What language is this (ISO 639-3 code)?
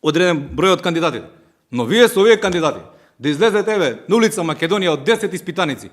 mkd